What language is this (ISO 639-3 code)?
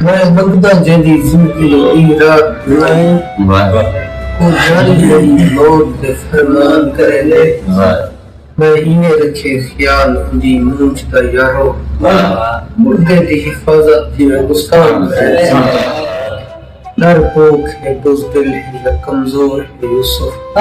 skr